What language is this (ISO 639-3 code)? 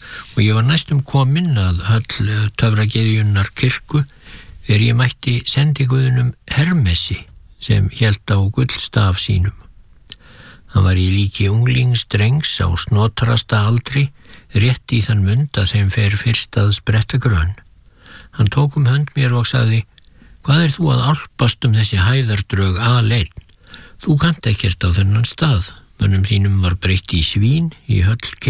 isl